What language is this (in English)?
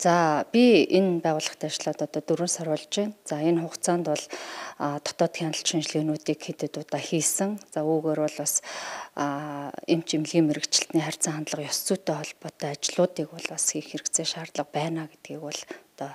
Mongolian